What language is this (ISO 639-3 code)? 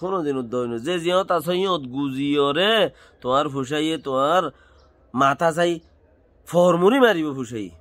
rhg